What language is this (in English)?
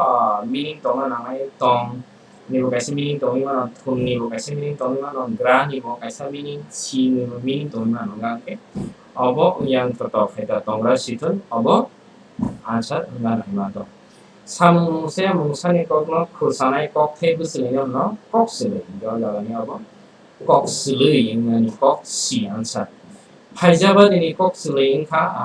Kok Borok